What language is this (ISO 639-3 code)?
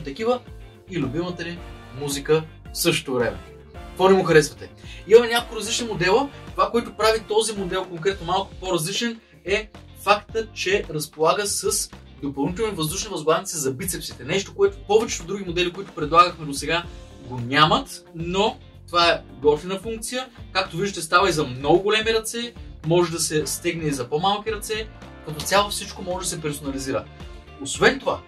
bul